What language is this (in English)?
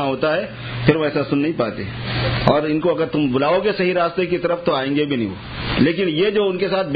Urdu